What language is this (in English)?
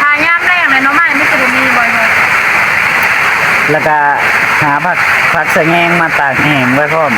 Northeastern Thai